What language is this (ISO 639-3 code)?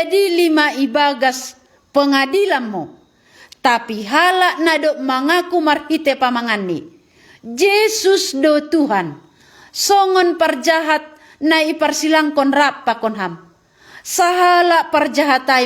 bts